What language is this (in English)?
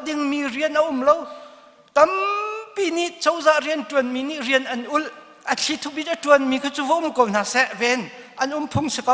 Hakha Chin